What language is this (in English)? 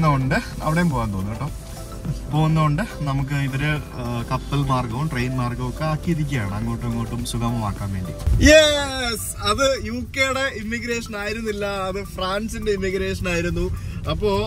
Malayalam